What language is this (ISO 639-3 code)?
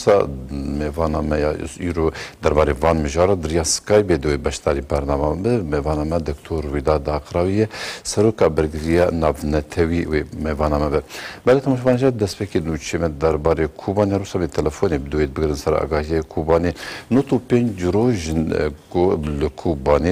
kur